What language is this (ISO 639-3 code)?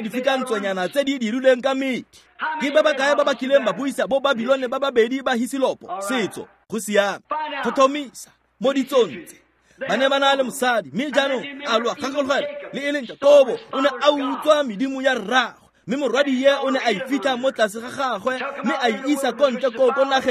tsn